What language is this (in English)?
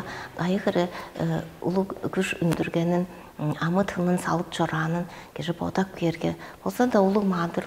Tuvinian